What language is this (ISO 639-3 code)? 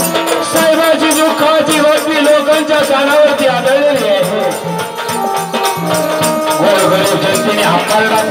mar